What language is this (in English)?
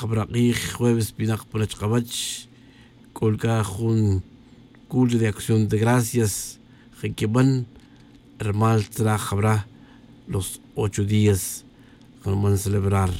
Tz'utujil